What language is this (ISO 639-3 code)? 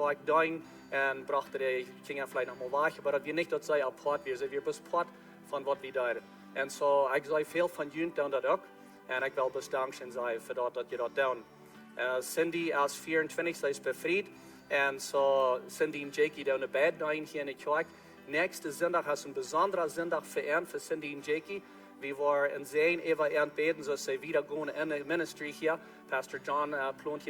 pdt